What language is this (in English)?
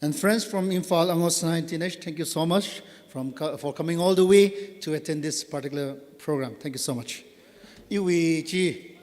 Tangkhul Naga (India)